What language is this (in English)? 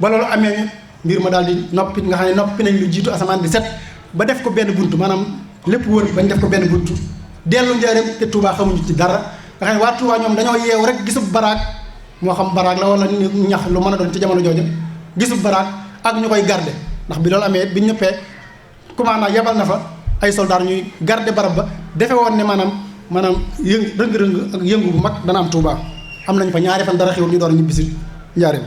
Wolof